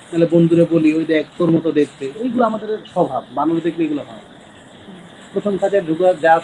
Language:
Bangla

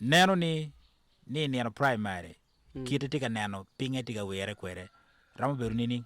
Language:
Acoli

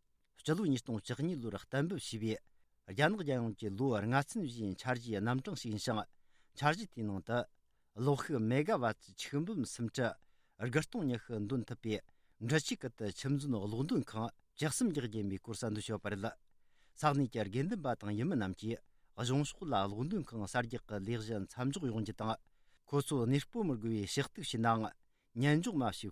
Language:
Tibetan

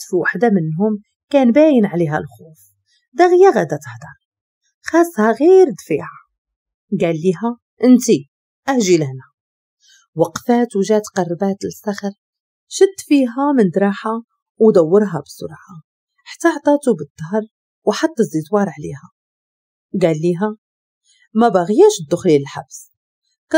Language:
Moroccan Arabic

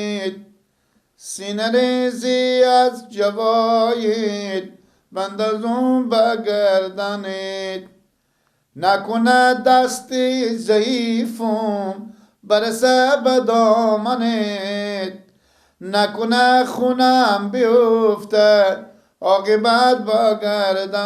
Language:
Persian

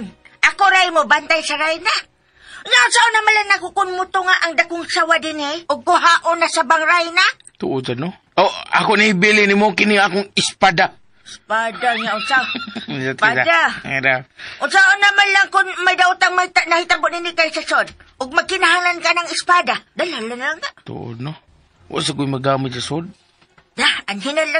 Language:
Cebuano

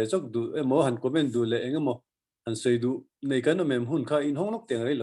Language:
Mizo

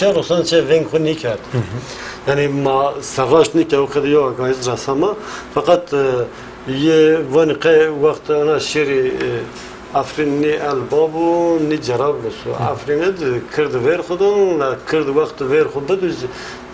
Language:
Zaza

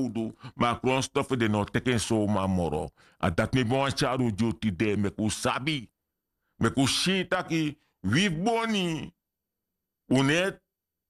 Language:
Sranan Tongo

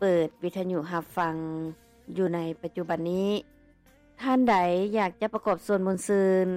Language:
Lao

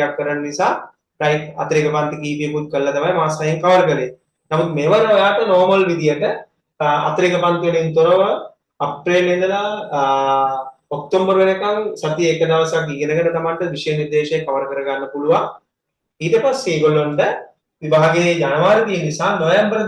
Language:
Sinhala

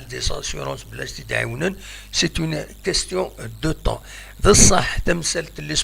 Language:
Kabyle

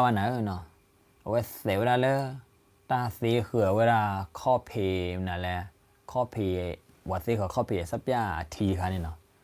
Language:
S'gaw Karen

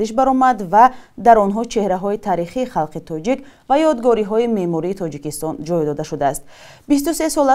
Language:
Tajik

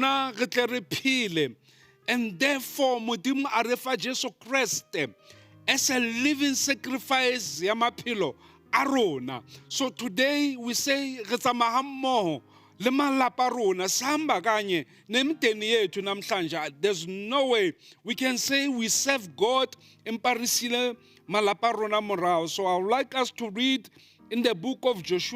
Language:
Southern Sotho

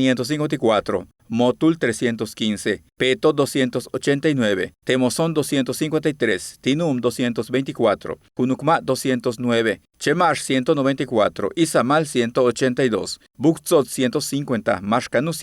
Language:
Yucateco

